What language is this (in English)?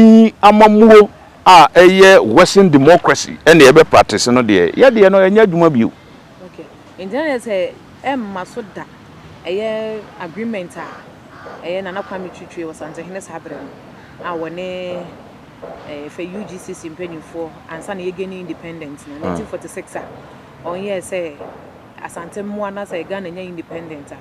Akan